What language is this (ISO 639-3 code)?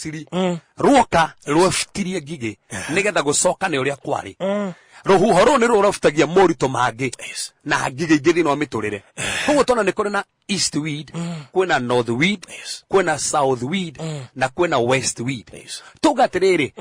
kik